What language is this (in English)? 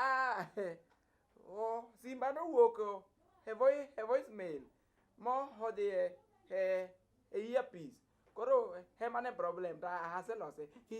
Luo (Kenya and Tanzania)